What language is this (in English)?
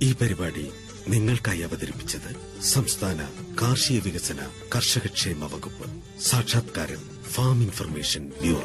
Malayalam